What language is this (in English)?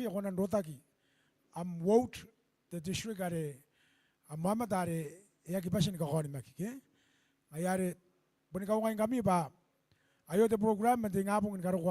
Gilbertese